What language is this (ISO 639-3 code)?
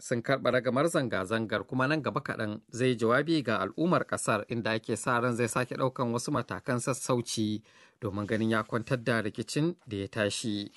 hau